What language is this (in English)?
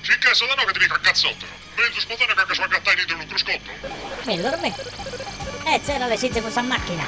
Sardinian